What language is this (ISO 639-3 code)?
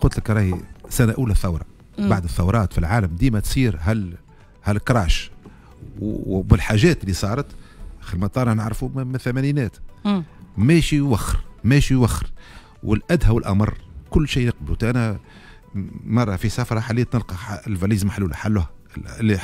aeb